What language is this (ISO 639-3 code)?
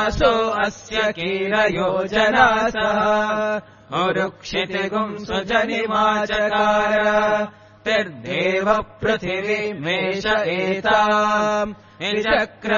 san